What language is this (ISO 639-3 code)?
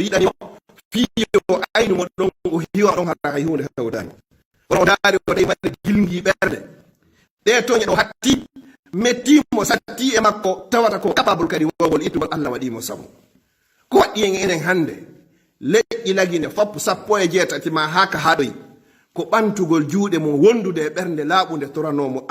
ful